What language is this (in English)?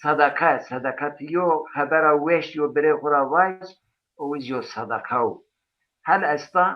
Zaza